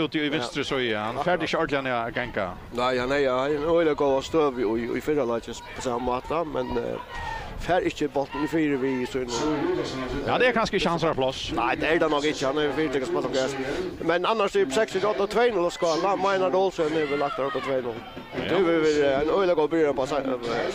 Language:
Faroese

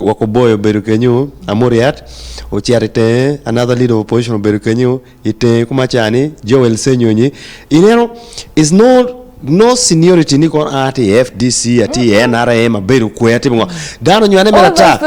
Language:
Acoli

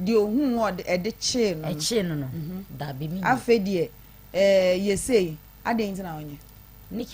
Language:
Akan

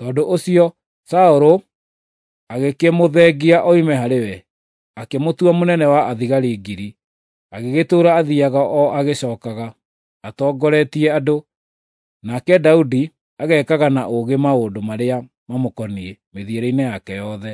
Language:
Kikuyu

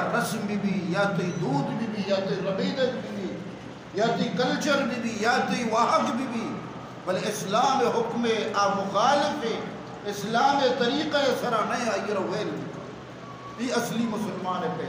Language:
Eastern Balochi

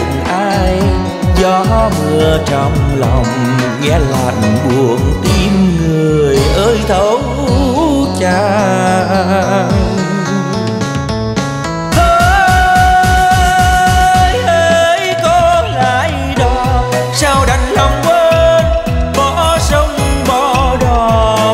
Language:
Vietnamese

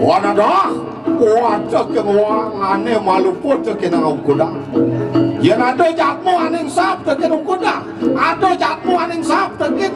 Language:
Balinese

